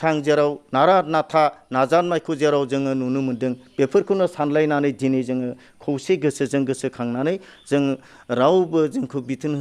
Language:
Bodo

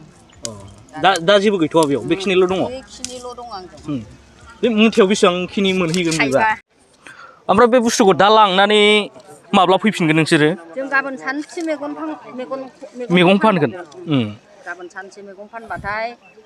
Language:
Bodo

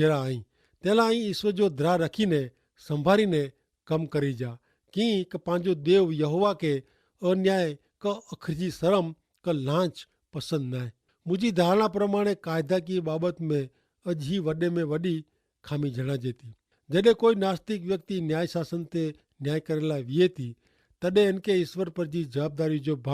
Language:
Kachhi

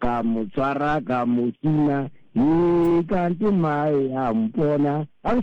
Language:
Southern Sotho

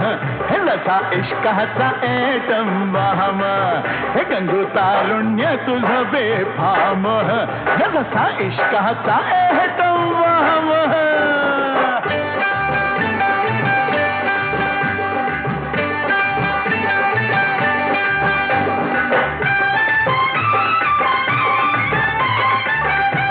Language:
Marathi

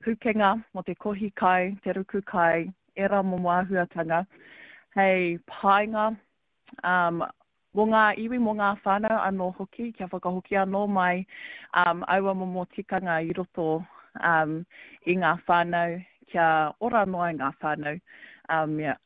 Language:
Māori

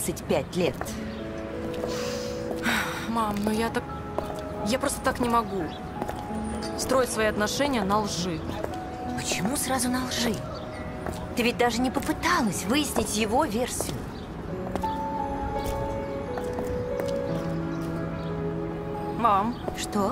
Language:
Russian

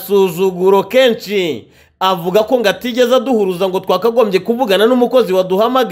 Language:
Kinyarwanda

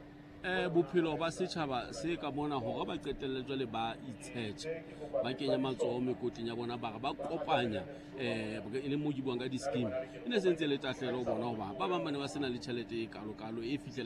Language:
Southern Sotho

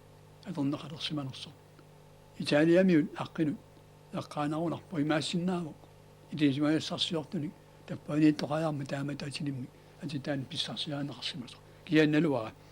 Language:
Kalaallisut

